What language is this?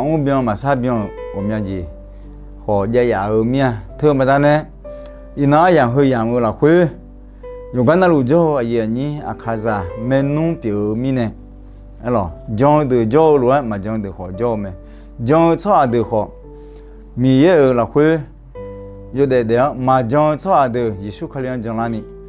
Akha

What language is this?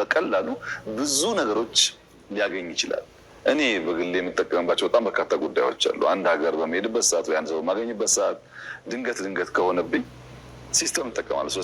Amharic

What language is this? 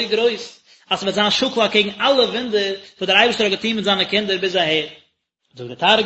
Yiddish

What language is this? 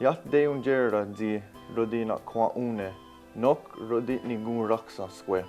Mohawk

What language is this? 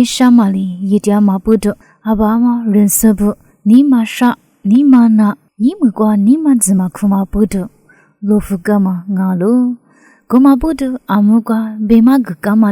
Lisu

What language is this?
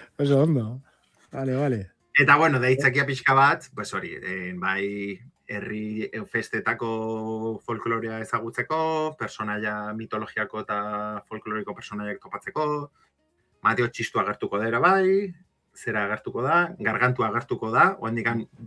Basque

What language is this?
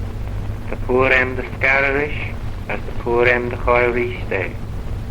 Manx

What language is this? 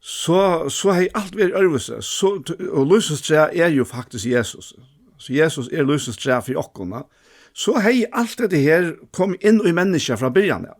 Faroese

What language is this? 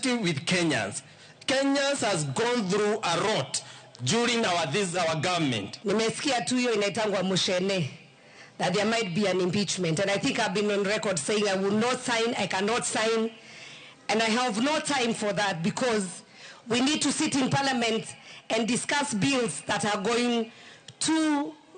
Luo (Kenya and Tanzania)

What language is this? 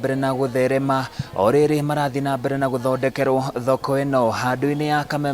Kikuyu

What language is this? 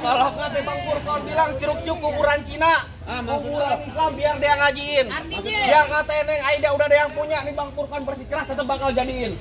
Betawi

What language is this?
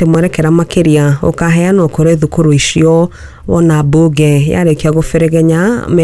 Kikuyu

